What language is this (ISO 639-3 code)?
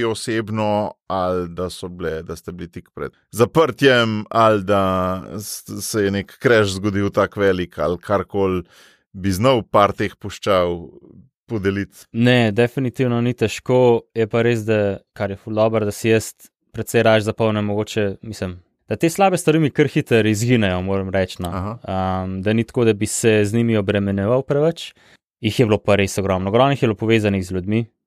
slv